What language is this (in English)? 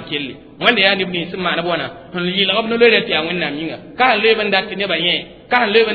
Mossi